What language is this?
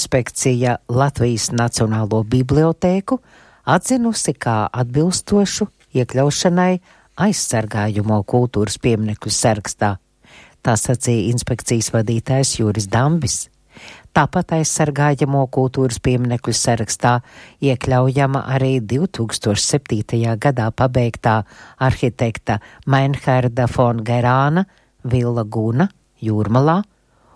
Latvian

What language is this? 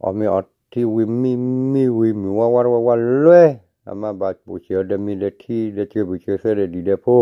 S'gaw Karen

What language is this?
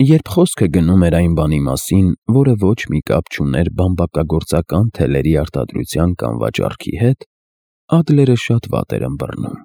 Armenian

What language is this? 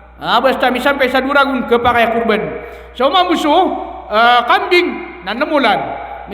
Maranao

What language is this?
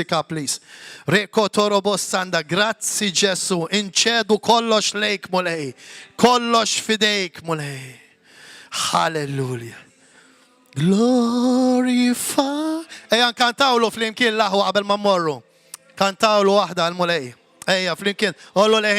Maltese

